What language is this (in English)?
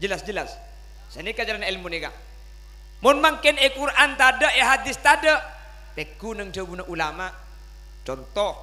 Madurese